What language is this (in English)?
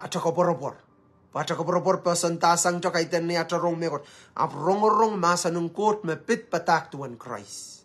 Pohnpeian